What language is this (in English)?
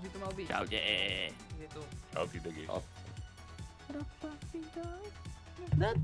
Slovak